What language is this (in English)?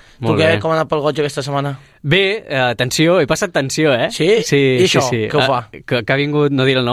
Catalan